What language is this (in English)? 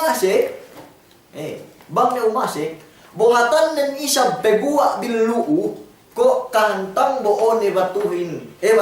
Yakan